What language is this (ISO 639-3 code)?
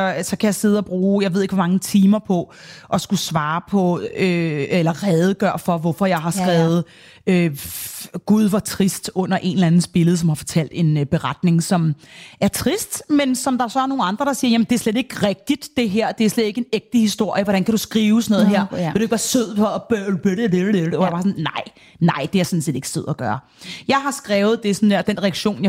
dan